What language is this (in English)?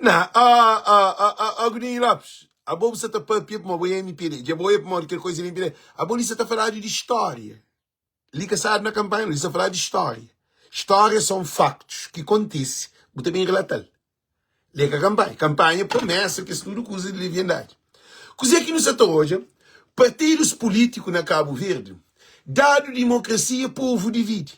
Kabuverdianu